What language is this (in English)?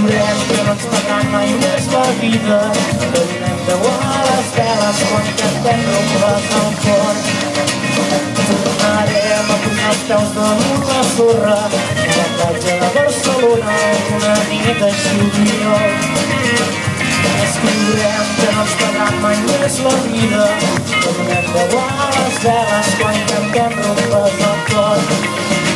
Catalan